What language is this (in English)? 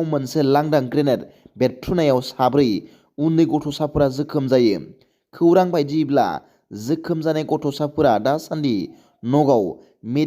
Bodo